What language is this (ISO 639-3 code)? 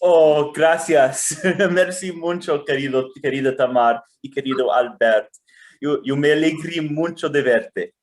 lad